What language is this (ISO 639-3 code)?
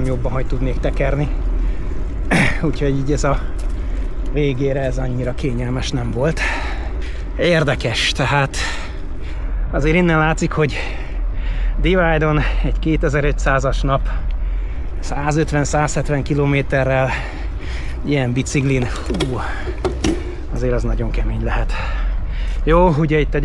hun